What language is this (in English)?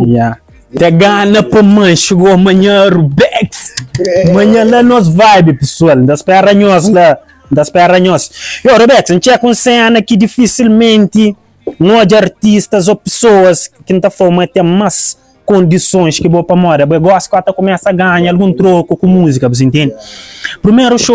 Kabuverdianu